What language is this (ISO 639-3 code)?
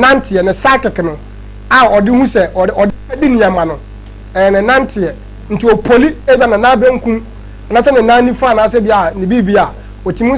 aka